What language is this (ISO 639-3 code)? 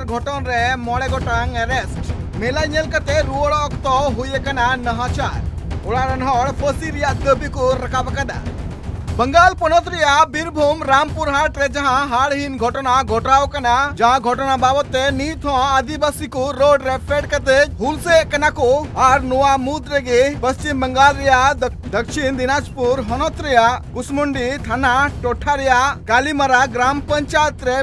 sat